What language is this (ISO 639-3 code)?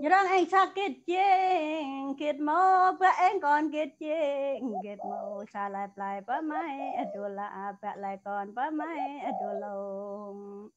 cmo